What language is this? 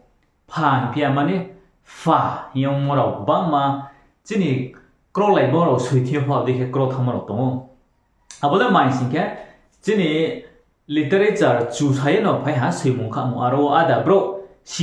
Riang (India)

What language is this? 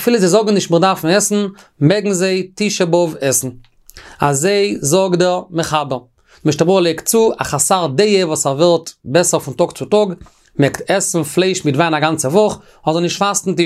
Yiddish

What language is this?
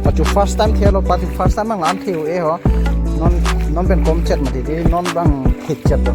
Karbi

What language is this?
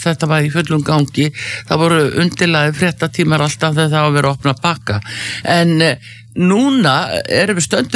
Icelandic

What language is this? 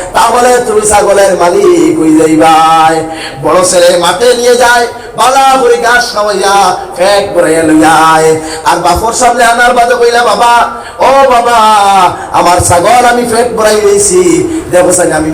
Sylheti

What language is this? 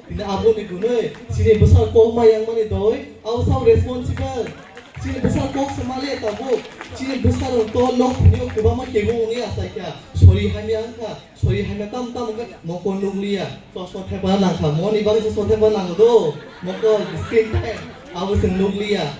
Kok Borok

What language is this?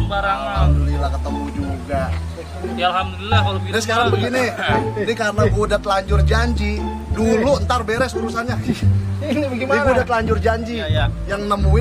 Betawi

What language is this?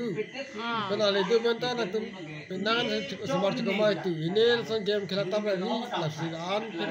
Karbi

